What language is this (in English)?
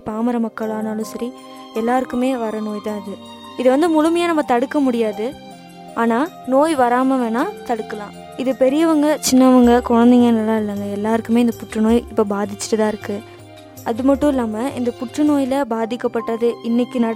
Tamil